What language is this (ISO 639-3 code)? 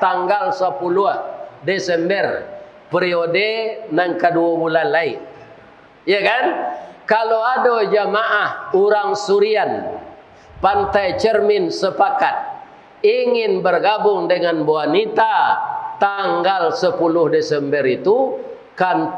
min